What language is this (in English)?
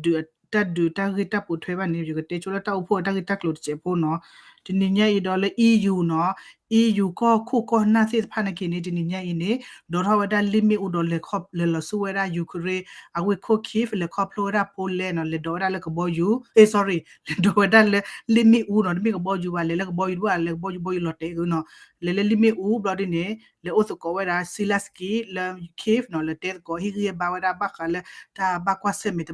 S'gaw Karen